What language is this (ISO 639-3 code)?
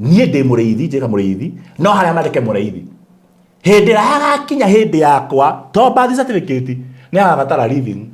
kik